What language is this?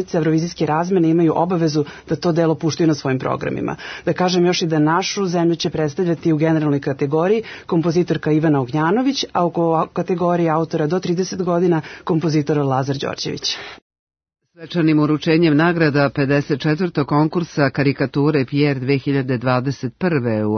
Serbian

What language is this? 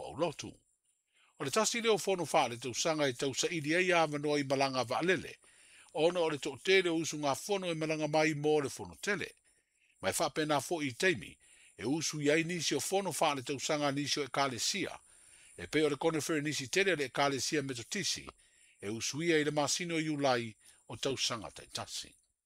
Samoan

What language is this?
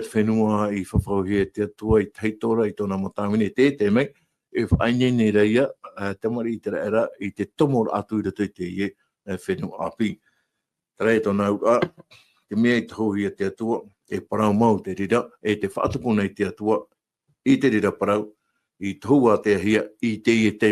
Tahitian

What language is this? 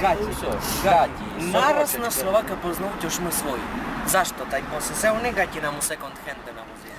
Rusyn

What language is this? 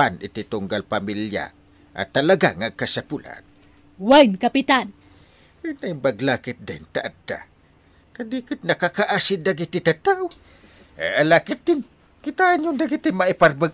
Iloko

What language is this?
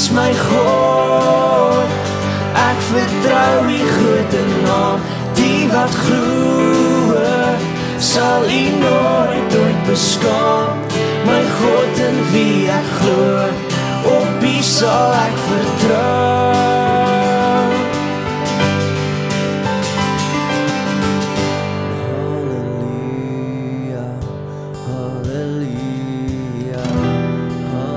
Afrikaans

